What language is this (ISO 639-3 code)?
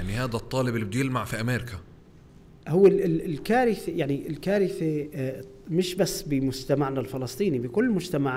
apc